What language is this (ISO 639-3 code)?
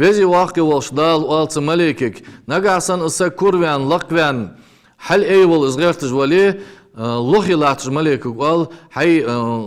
inh